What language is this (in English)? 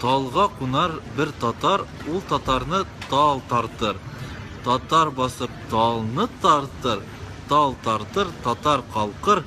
Tatar